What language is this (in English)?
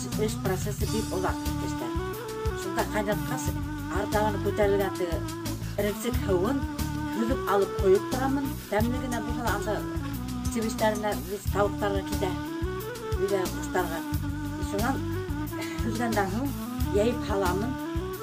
Bashkir